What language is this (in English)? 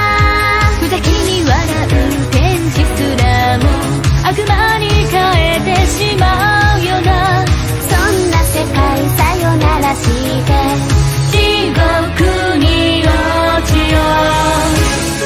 Japanese